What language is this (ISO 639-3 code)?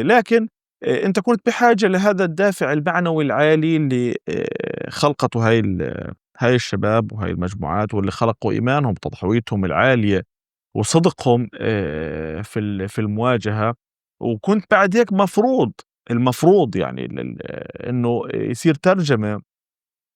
apc